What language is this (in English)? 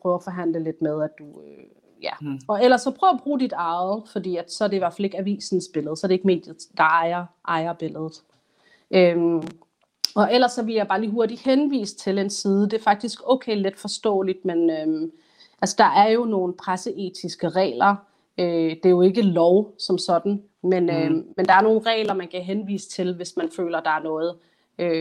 Danish